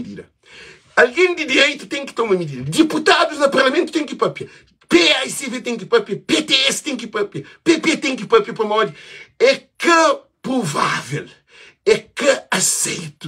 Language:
Kabuverdianu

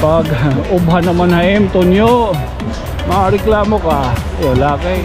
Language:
Waray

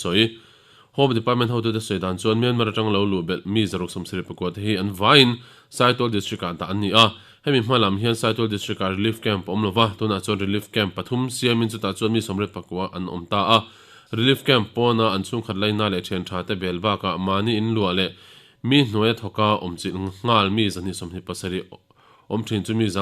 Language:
Mizo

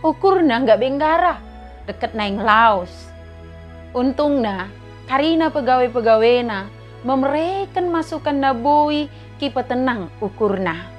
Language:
Batak Dairi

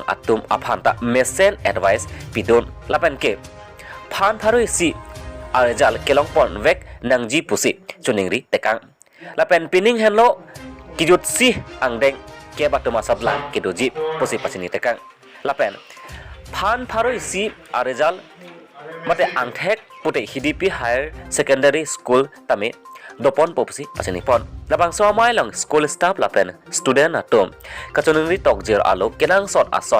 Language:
Karbi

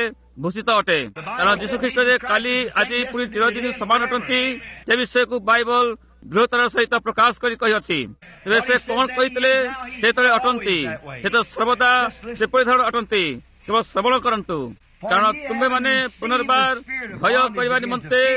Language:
Odia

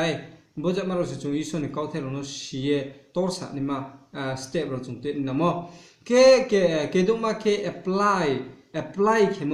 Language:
Riang (India)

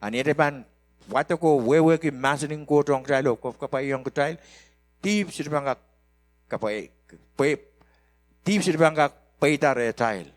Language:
Pohnpeian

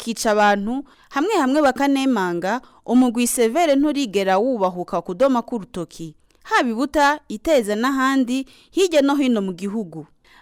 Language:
Rundi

